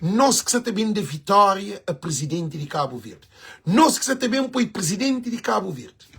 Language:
Kabuverdianu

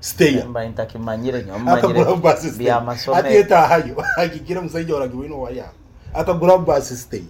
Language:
Nyoro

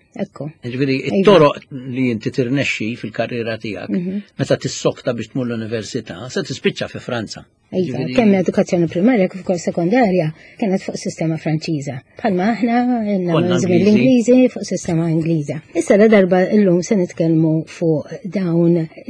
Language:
Maltese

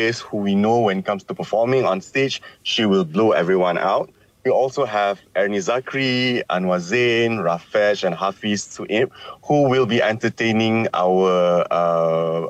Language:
English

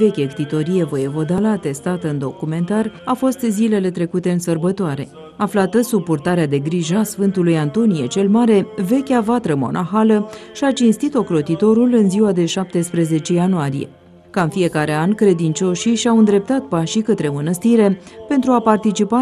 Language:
Romanian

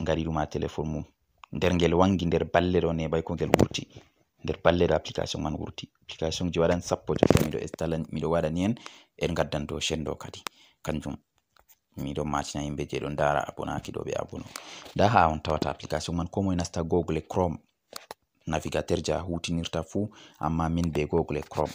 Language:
Fula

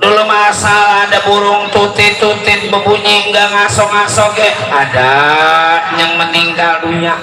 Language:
Betawi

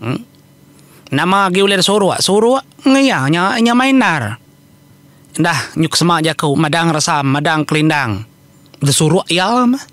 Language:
Iban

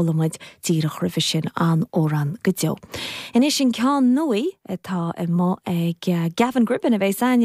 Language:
Irish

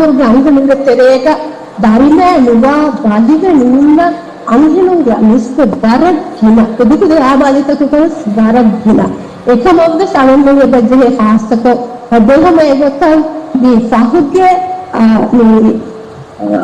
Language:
Divehi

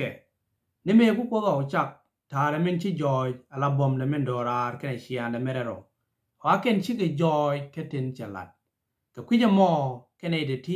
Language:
Nuer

